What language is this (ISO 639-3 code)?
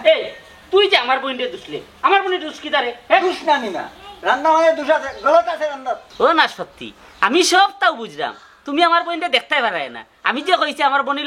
syl